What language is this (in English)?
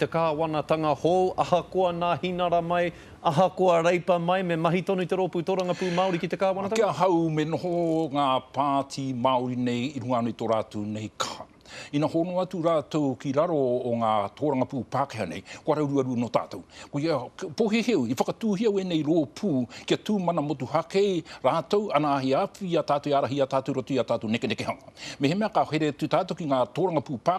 Māori